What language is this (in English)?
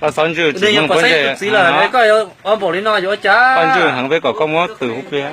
Hmong